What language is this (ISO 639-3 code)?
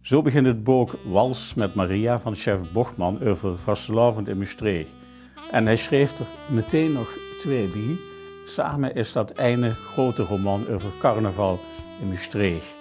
lim